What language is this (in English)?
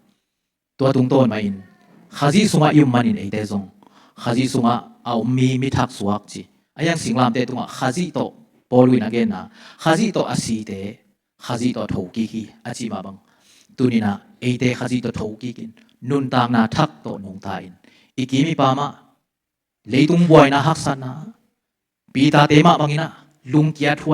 Tedim Chin